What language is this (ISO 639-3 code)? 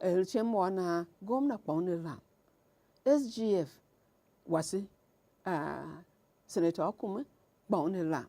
tiv